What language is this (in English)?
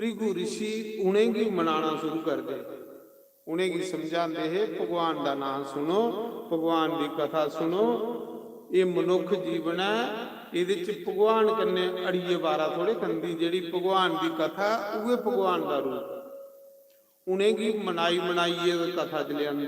Dogri